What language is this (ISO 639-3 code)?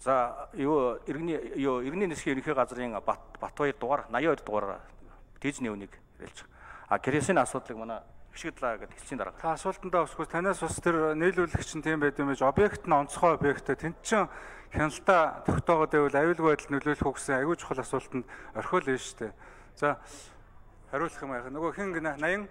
mon